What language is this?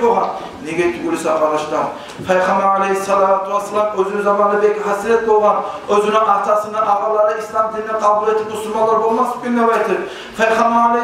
Kumyk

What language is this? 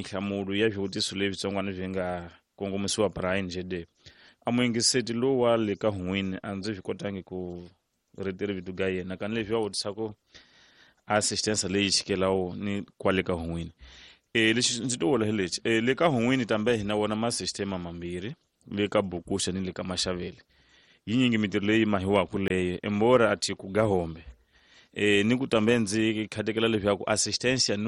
Tsonga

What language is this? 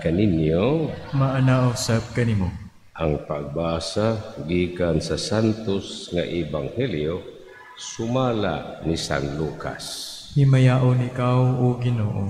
Cebuano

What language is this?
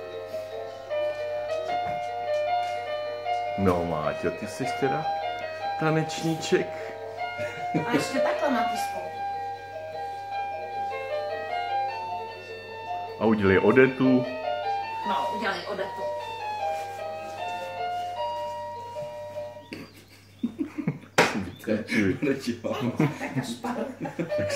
Czech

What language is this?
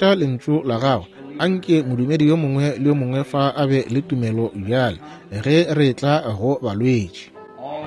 Northern Sotho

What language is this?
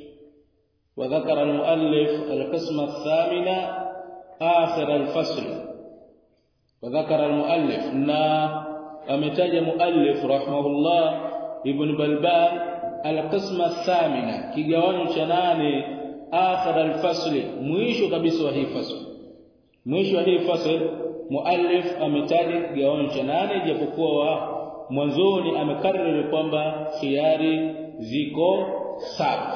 Swahili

